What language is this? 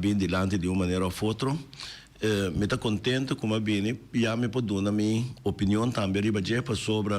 Papiamento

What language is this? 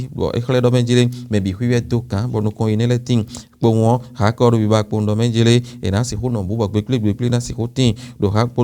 Fon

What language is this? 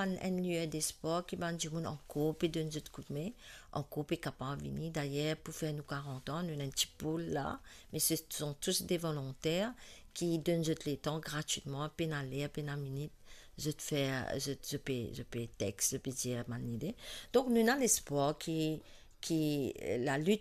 Morisyen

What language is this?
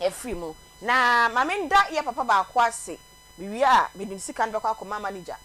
Akan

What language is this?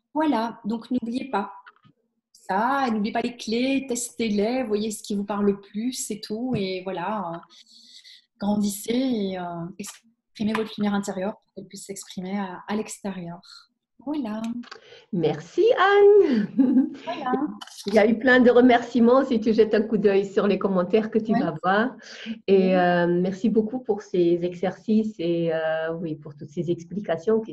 French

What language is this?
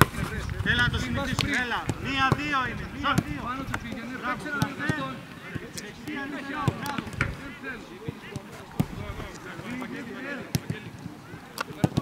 Greek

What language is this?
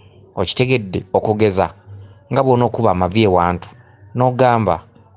Ganda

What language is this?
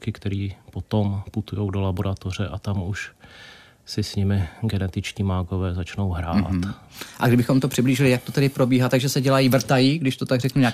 Czech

